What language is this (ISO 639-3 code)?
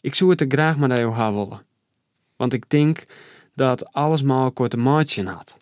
fry